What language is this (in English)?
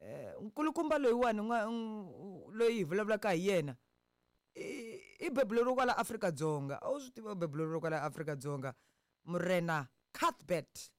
Tsonga